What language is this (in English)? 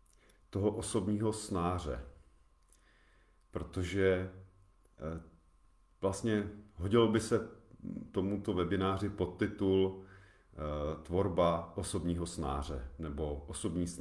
Czech